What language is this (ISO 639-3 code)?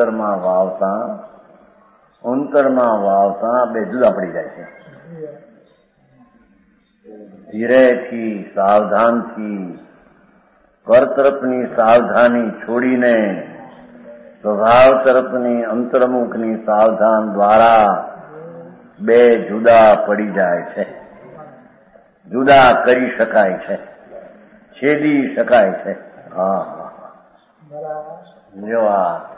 guj